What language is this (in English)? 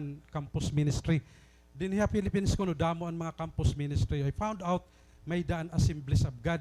Waray